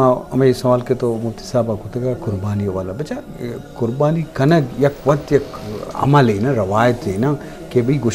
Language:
Eastern Balochi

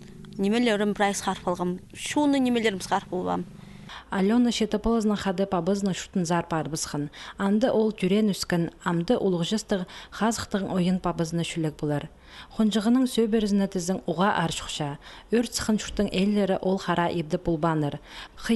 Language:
Khakas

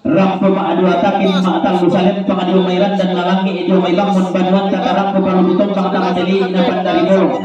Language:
Toraja-Sa'dan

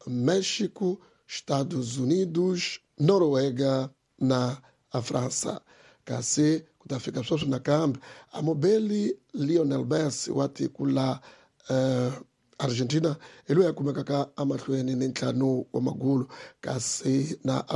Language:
Tsonga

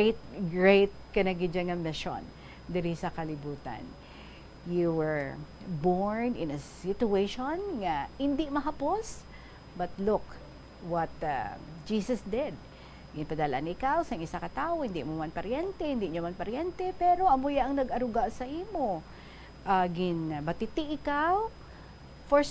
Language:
Hiligaynon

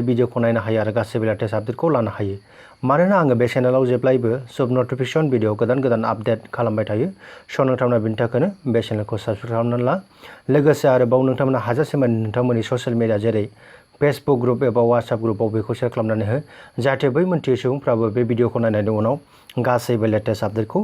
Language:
Bodo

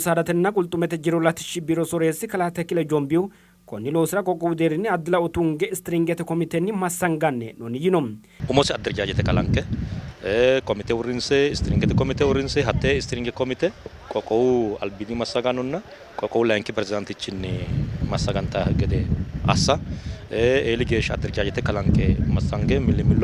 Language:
Sidamo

